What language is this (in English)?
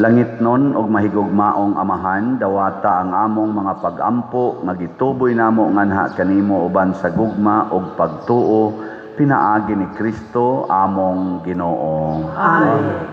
Cebuano